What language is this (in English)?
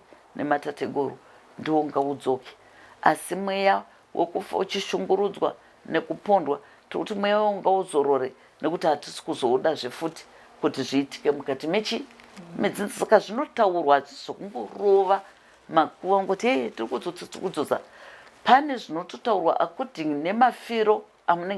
Shona